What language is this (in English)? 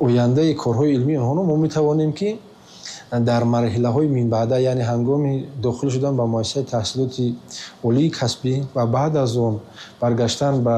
Tajik